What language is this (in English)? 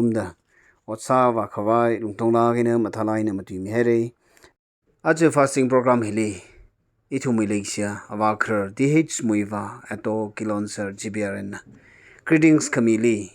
Tangkhul Naga (India)